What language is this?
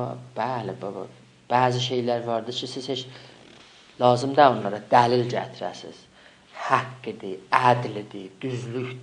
South Azerbaijani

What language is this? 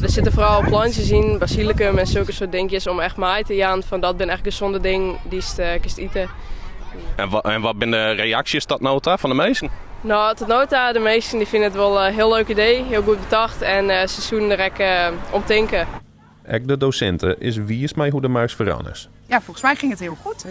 Western Frisian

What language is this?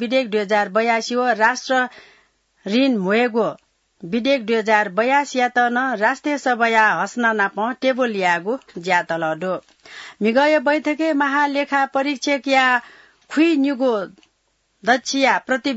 Newari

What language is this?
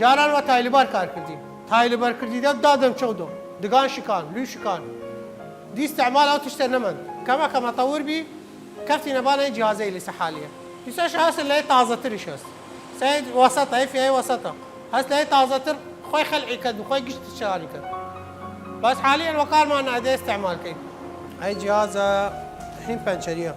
Southern Kurdish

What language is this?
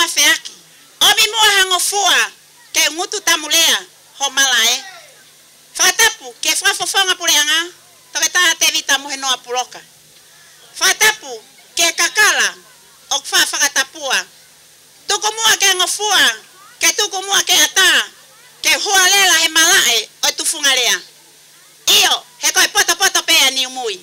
Tongan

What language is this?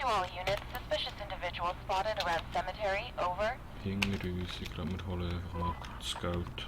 Swiss German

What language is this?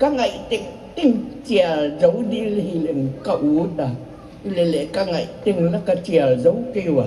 Paite Chin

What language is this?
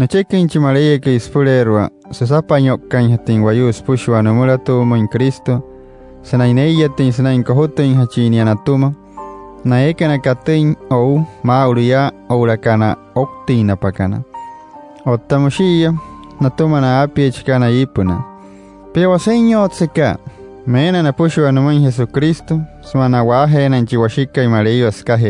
Wayuu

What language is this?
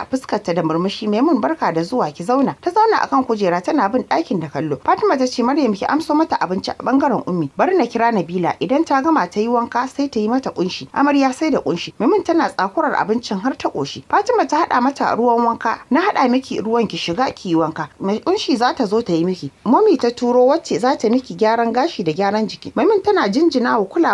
Hausa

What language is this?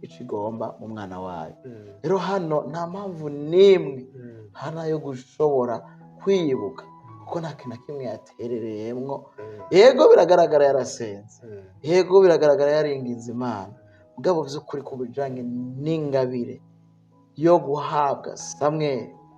Rundi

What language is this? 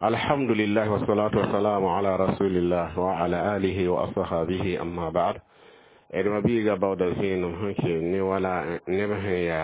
Mossi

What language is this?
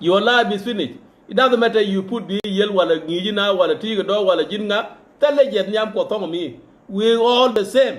Nuer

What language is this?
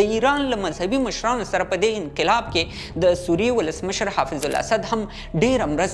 Pashto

